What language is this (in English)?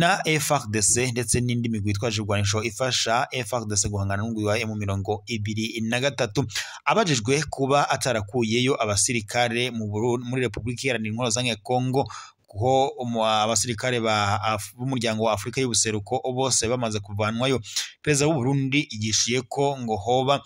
Rundi